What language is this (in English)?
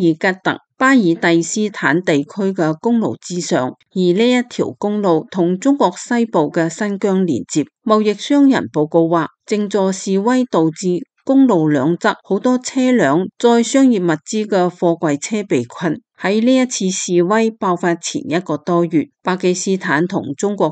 Cantonese